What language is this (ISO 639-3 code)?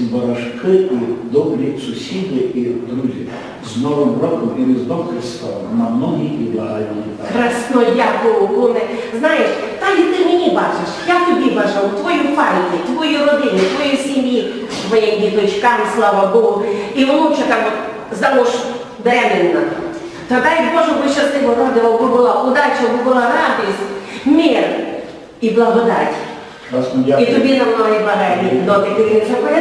rue